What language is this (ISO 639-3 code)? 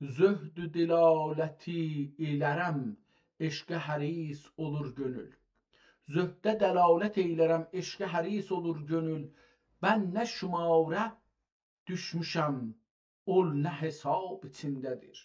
azb